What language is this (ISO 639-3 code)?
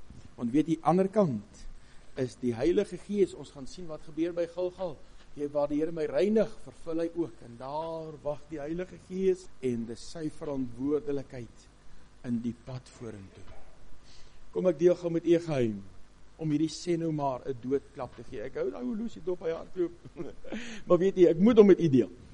afr